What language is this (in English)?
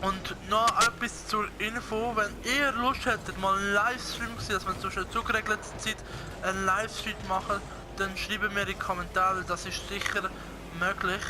Swiss German